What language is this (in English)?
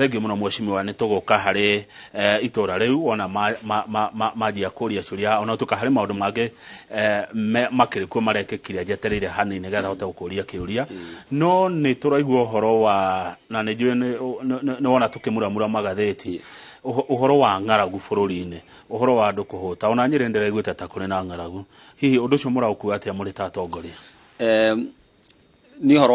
Kikuyu